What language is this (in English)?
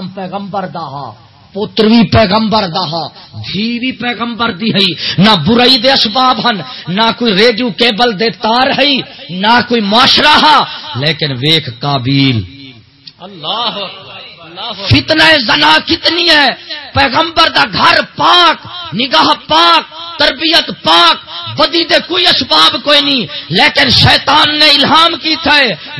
Saraiki